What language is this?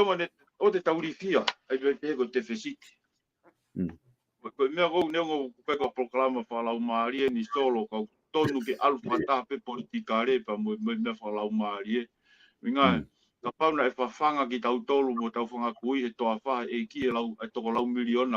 Tongan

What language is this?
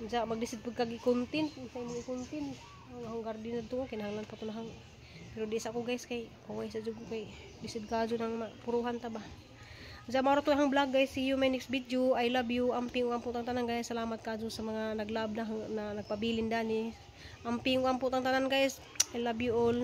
Cebuano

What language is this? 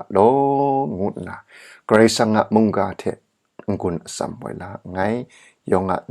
Kachin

